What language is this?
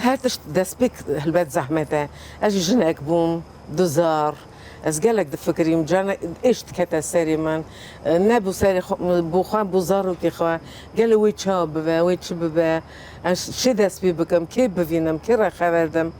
Kurdish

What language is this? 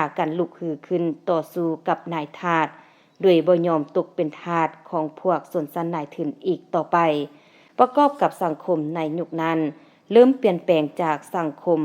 Lao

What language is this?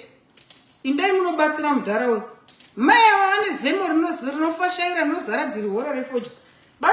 Shona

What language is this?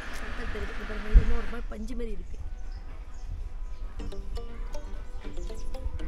Tamil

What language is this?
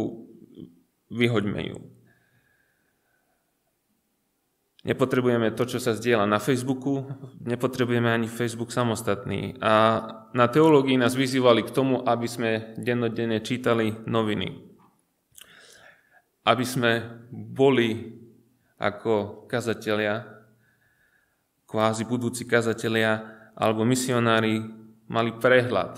Slovak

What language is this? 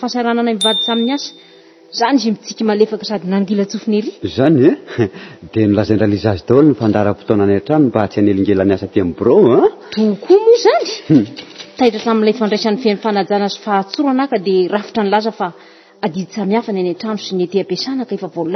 Malagasy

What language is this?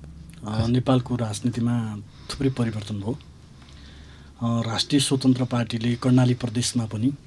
Nepali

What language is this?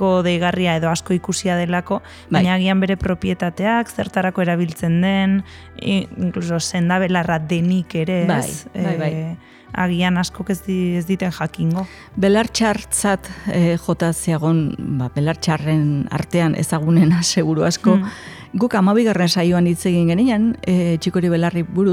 Basque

